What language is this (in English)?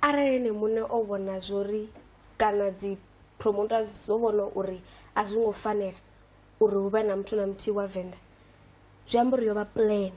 Venda